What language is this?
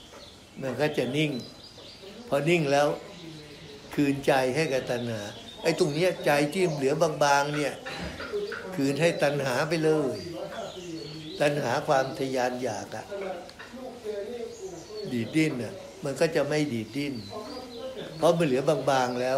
Thai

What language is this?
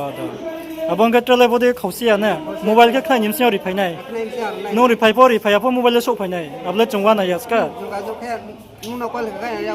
Riang (India)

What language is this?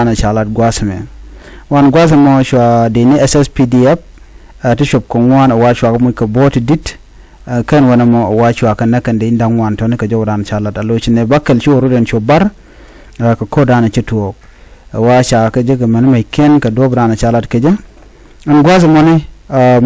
Nuer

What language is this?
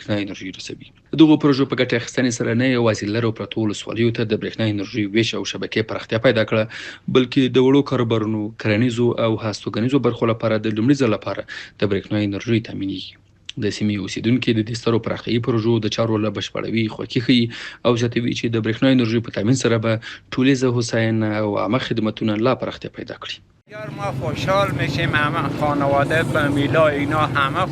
Pashto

